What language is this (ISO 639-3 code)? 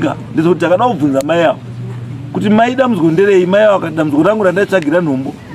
sna